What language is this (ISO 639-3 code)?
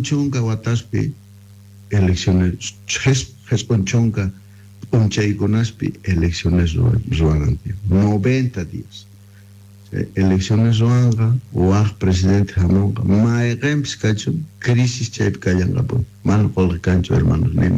que